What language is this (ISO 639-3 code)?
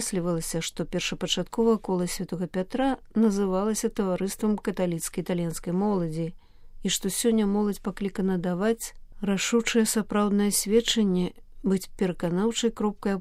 bel